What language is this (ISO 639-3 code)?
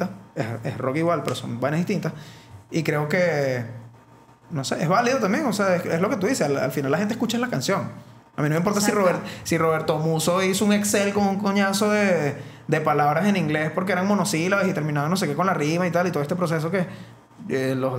spa